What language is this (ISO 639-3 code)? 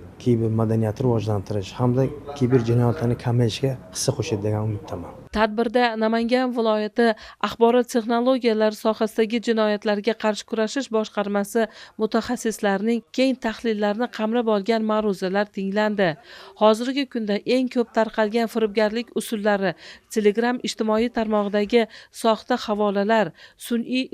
uzb